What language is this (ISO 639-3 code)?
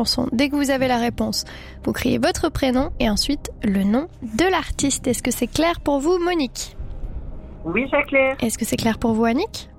fra